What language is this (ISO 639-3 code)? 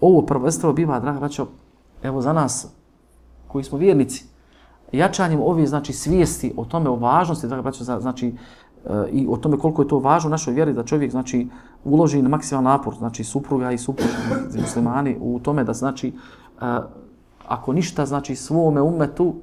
bos